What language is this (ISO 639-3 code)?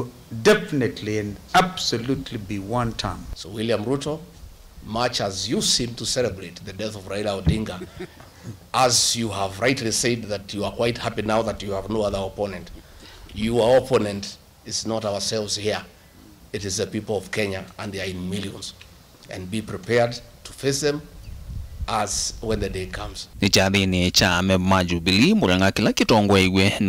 kam